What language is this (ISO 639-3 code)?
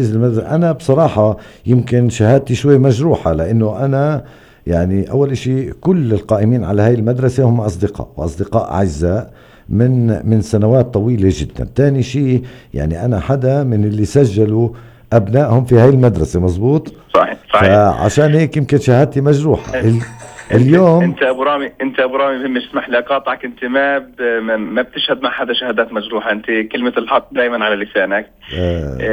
apc